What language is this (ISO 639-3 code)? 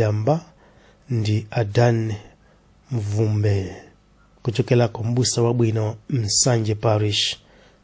nya